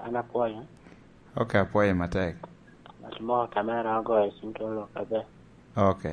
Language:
Lango (Uganda)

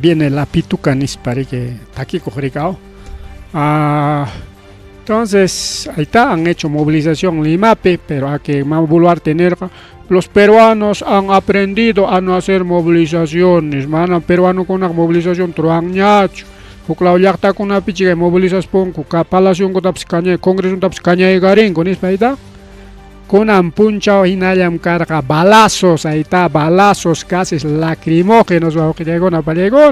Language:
Ayacucho Quechua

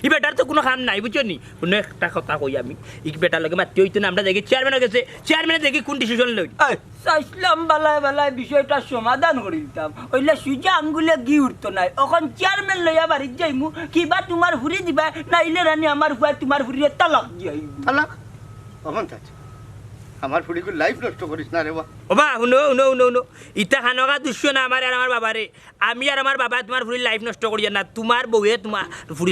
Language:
Sylheti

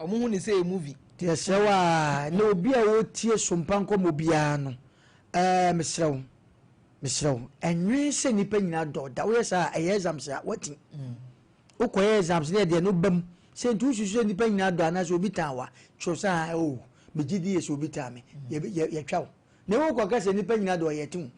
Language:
Akan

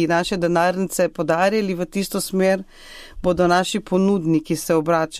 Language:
Slovenian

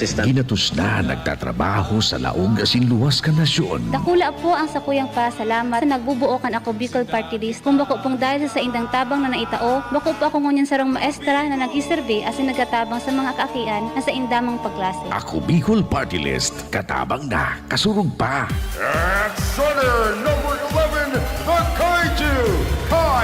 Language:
Bikol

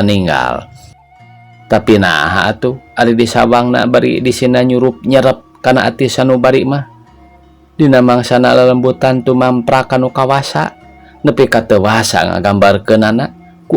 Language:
Sundanese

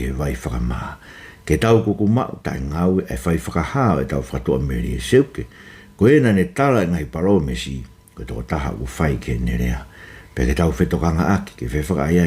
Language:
Tongan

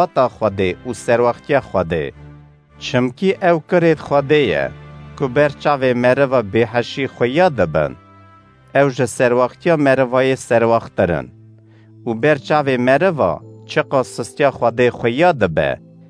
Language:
Kurdish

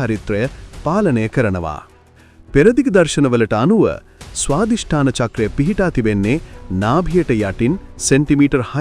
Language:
Sinhala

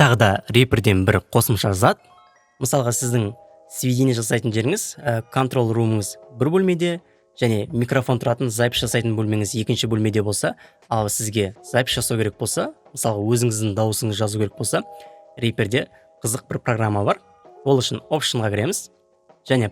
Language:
Kazakh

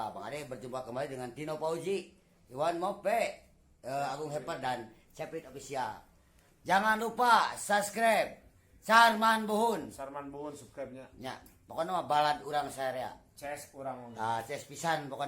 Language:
Sundanese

